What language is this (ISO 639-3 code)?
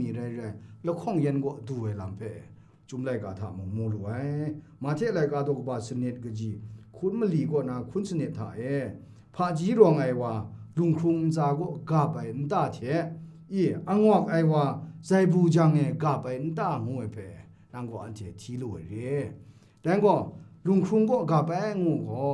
kac